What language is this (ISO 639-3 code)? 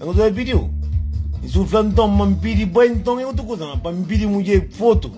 kea